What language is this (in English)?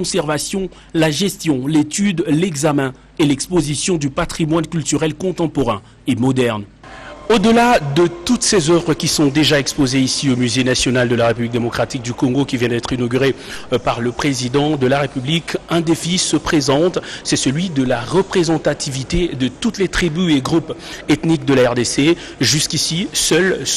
French